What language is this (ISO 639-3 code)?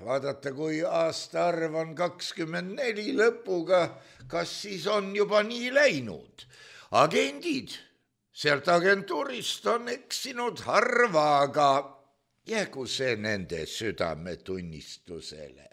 est